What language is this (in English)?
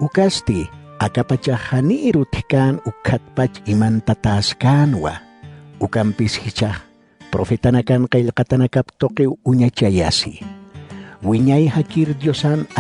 Aymara